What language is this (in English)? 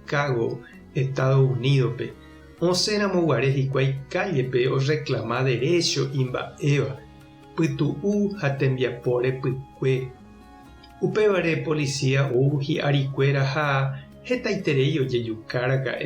Guarani